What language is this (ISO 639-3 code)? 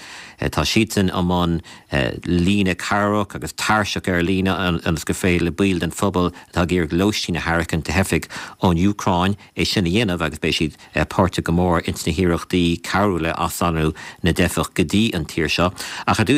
gle